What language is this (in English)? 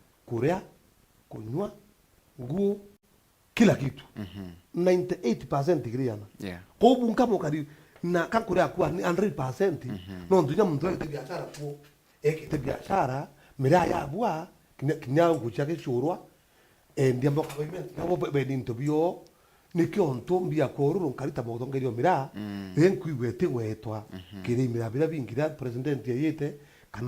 Meru